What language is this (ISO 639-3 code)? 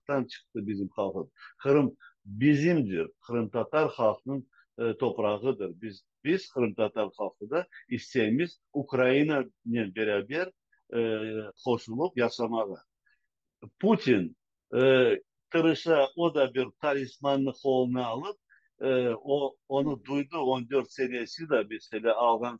crh